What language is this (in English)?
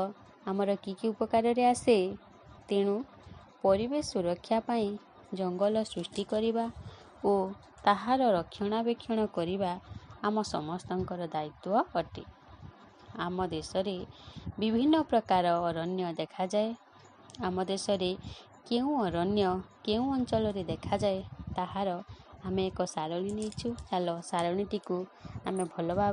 Odia